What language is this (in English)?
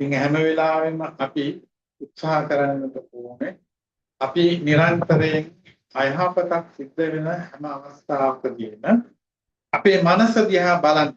Sinhala